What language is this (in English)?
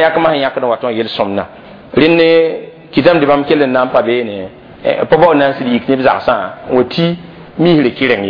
Mossi